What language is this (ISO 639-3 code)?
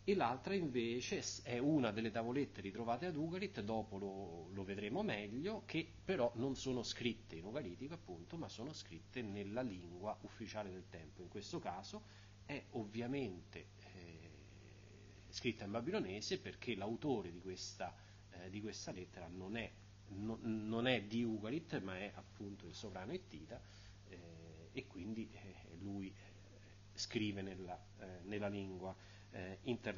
ita